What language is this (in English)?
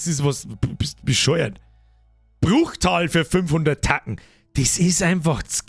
Bavarian